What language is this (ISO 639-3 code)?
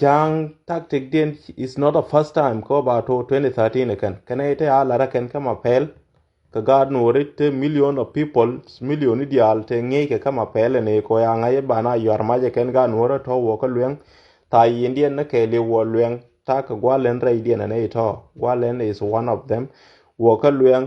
nus